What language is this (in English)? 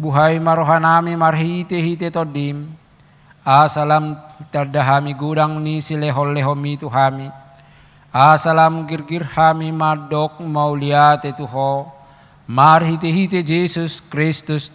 Batak Toba